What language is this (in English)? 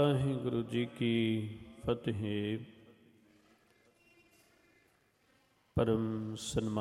Punjabi